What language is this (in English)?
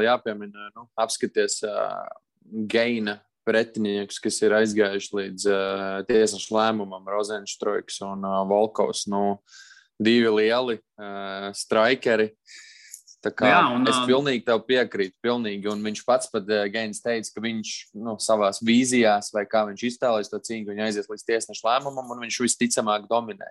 Latvian